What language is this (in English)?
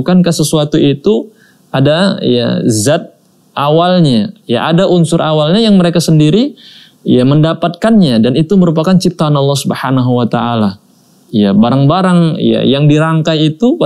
Indonesian